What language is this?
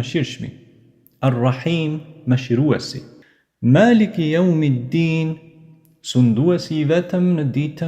Albanian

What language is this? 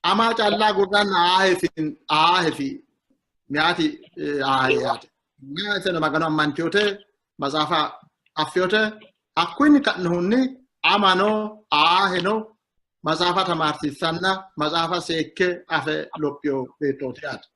Sidamo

